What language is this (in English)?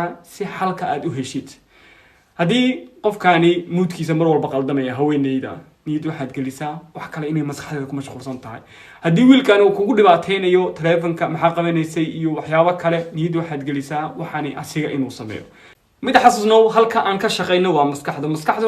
Somali